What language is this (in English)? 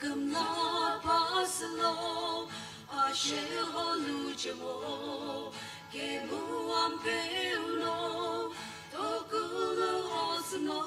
Sumi Naga